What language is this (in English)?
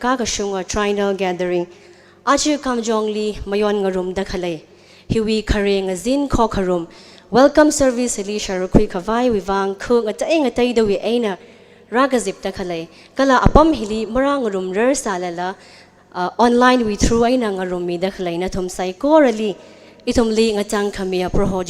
Tangkhul Naga (India)